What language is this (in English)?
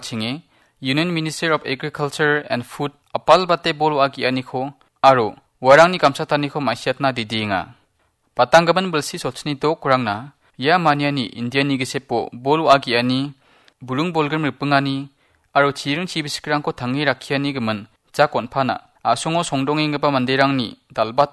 Garo